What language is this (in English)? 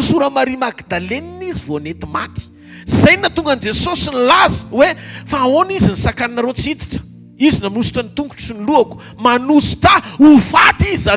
Malagasy